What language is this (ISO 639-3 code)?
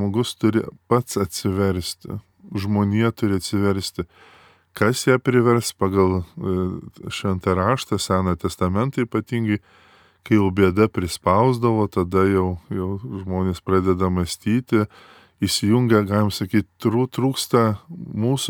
lit